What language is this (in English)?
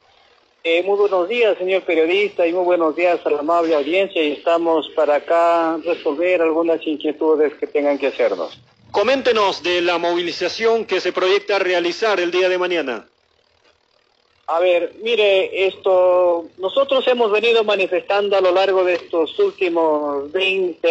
Spanish